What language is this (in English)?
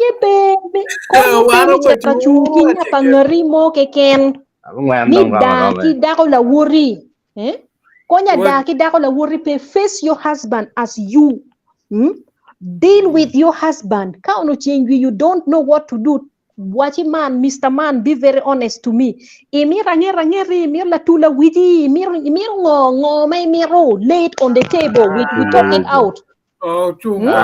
Acoli